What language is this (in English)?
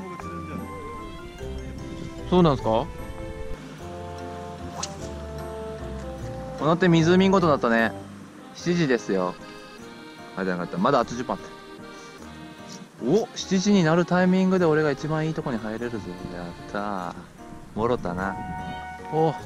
Japanese